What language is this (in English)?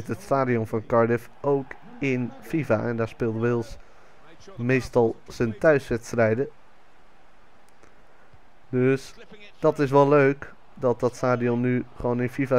Dutch